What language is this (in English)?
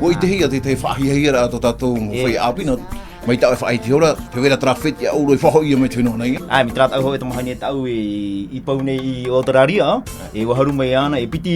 Tahitian